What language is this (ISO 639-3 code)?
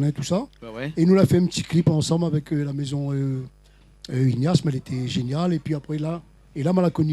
rcf